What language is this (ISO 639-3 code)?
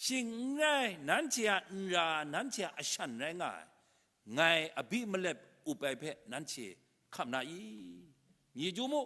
kac